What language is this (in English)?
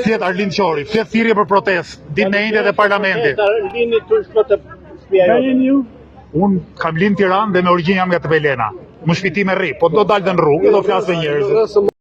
Albanian